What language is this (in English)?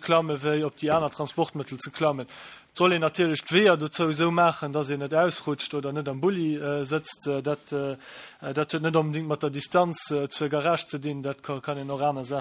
Luxembourgish